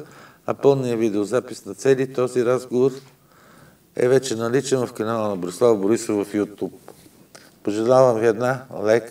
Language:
Bulgarian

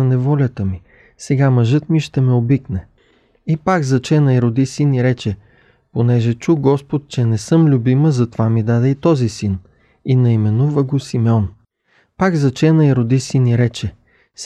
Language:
Bulgarian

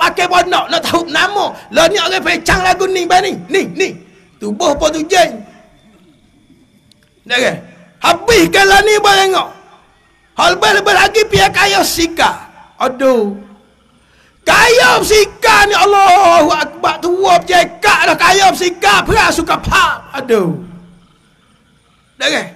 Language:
Malay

